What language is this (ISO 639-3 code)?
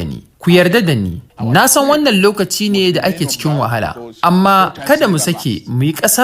hau